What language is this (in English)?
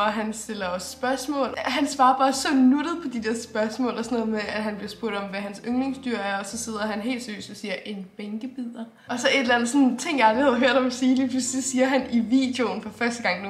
Danish